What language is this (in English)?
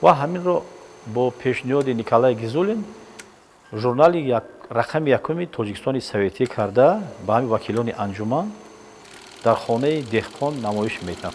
Tajik